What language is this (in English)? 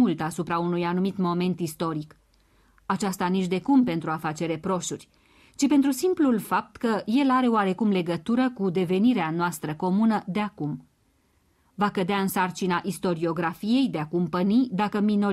Romanian